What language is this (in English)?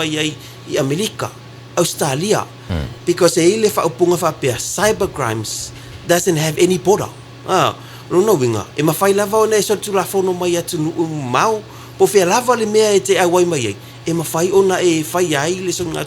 Samoan